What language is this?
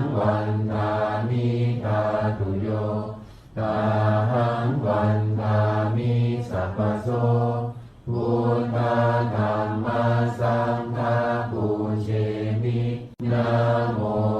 Pali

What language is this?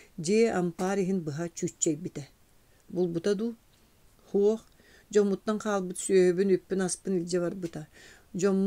Yakut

